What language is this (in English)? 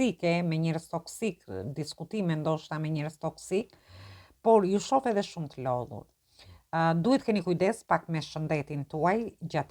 Albanian